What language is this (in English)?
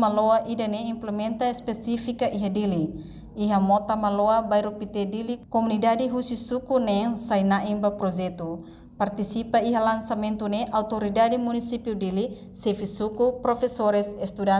Tetum